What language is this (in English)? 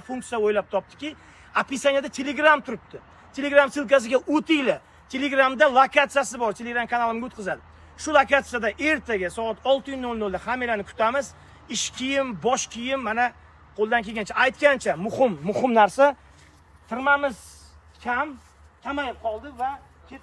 Uzbek